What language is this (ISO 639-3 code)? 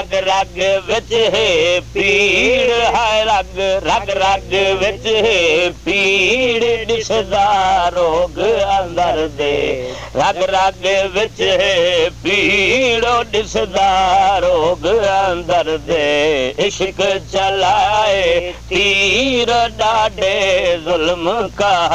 skr